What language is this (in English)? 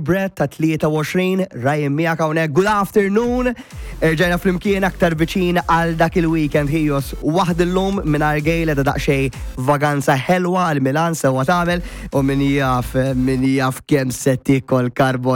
Maltese